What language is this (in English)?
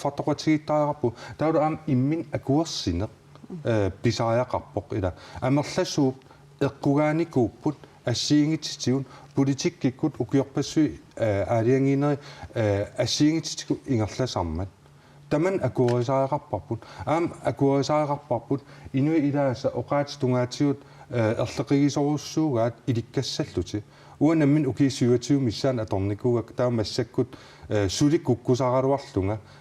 Kalaallisut